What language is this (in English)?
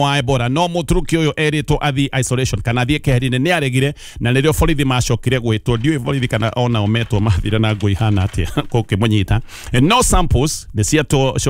Kikuyu